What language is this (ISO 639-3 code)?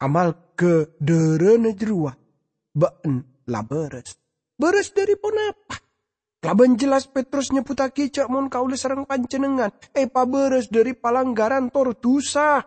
mad